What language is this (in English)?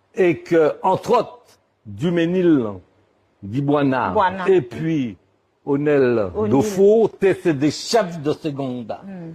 Guadeloupean Creole French